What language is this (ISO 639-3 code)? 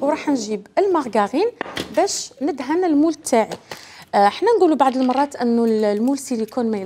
arq